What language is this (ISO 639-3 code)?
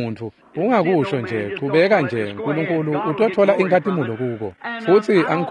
ssw